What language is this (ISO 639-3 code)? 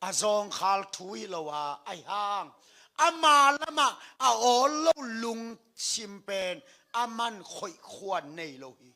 ctd